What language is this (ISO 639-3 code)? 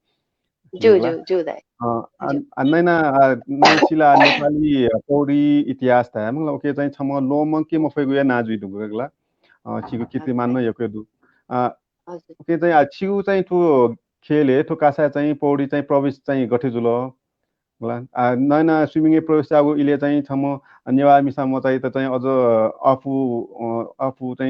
new